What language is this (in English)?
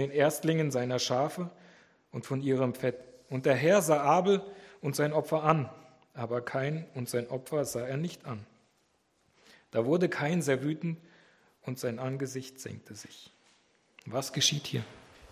German